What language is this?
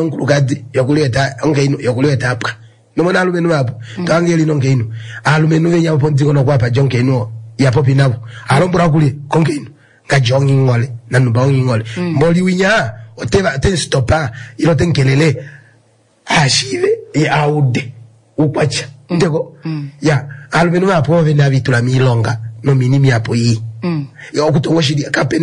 Kuanyama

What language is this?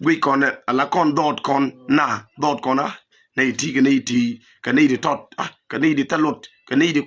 Nuer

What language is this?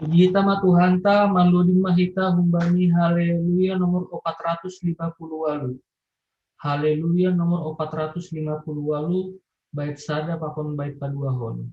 Batak Simalungun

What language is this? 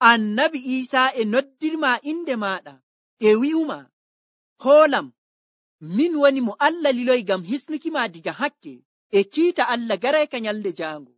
Nigerian Fulfulde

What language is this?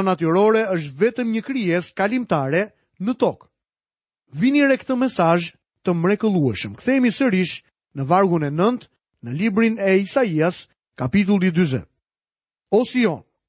Albanian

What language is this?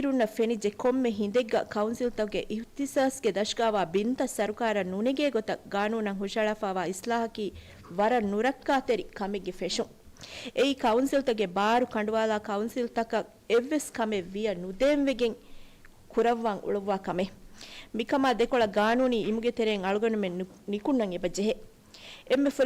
Divehi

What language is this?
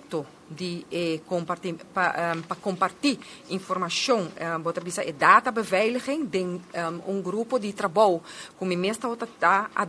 Papiamento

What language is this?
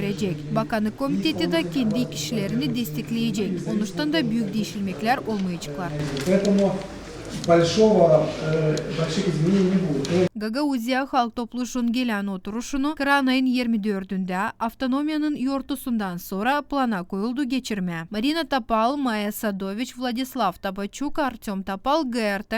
Gagauz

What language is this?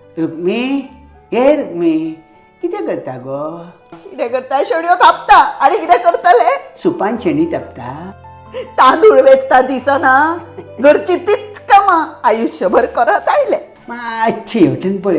Konkani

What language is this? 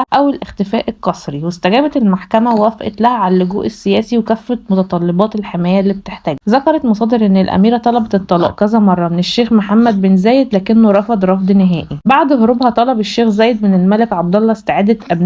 Egyptian Arabic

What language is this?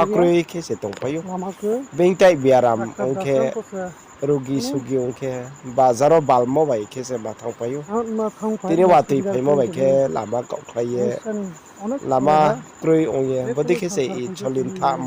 Riang (India)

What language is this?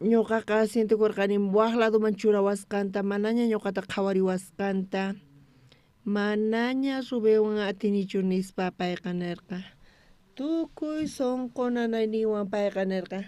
South Bolivian Quechua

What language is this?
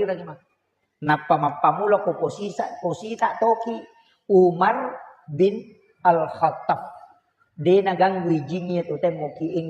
Buginese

